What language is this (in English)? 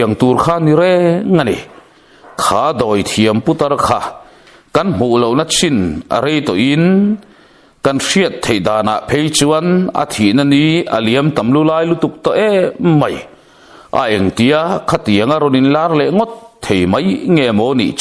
Mizo